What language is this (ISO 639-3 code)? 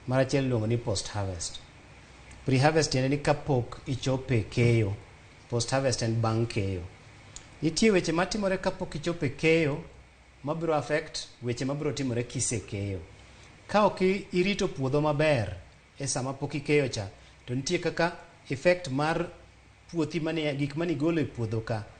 luo